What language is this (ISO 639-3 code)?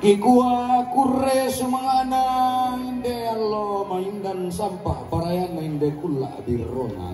sda